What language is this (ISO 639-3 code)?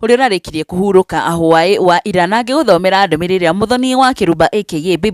kik